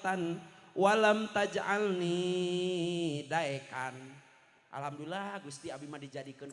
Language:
Sundanese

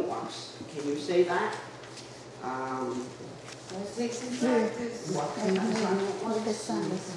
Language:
Mohawk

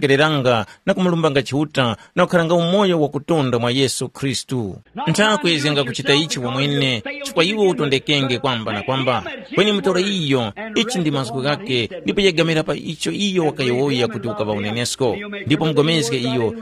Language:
Tumbuka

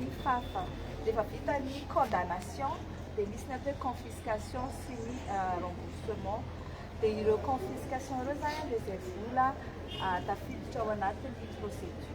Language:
Malagasy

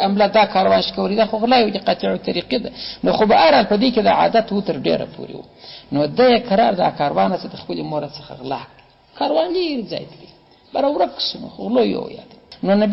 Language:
Pashto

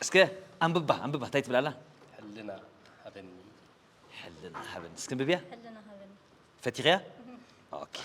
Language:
Tigrinya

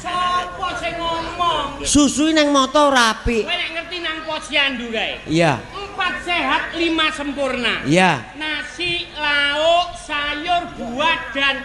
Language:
Javanese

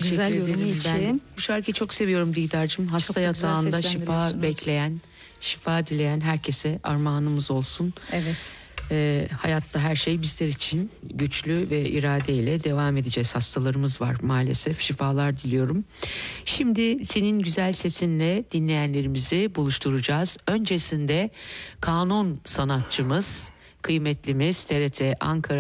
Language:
Turkish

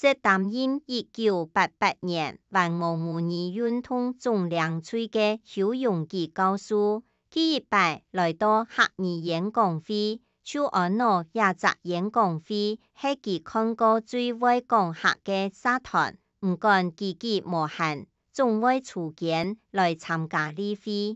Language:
Hakka Chinese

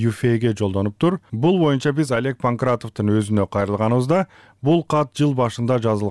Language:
Kyrgyz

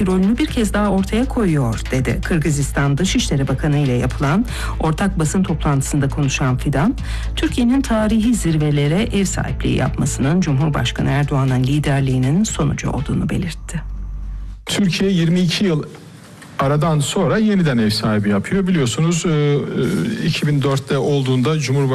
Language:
Turkish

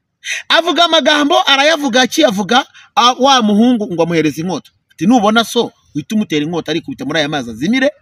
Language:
Kinyarwanda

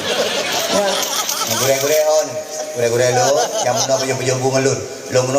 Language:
Achinese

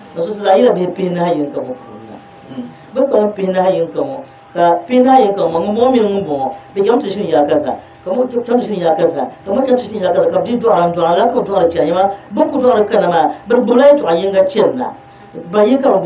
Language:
Dagbani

